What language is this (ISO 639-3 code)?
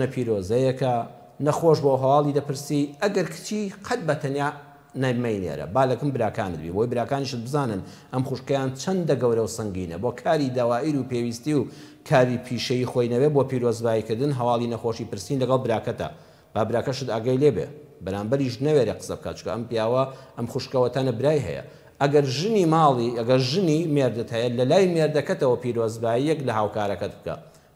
ckb